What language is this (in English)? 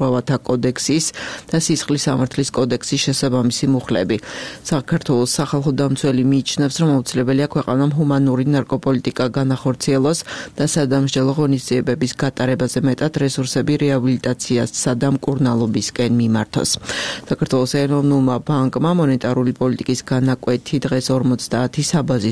Georgian